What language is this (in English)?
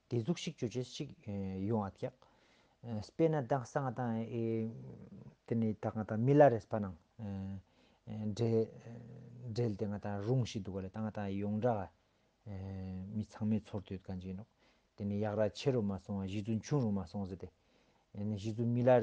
Ladakhi